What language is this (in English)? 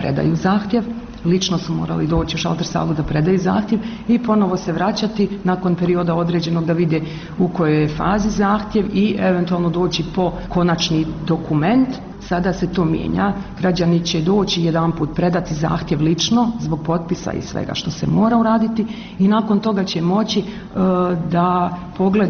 Bosnian